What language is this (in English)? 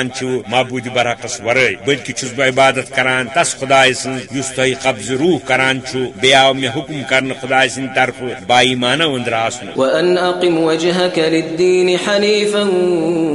Kashmiri